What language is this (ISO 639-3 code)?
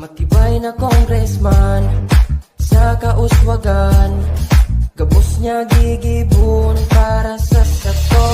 bik